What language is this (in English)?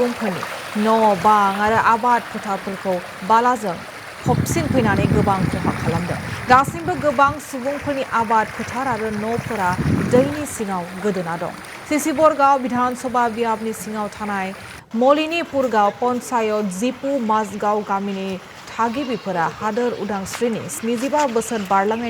Bodo